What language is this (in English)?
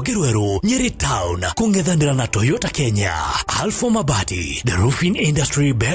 Kikuyu